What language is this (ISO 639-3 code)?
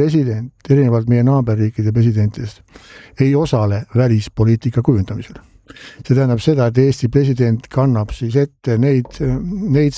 est